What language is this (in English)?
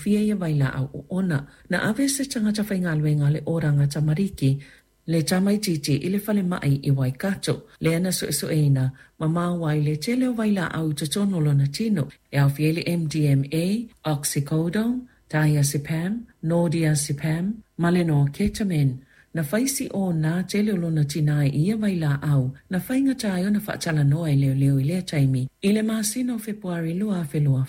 Samoan